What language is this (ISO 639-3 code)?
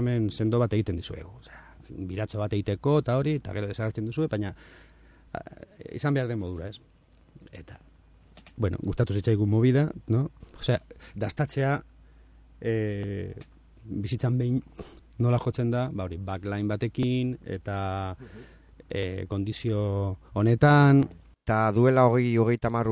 eus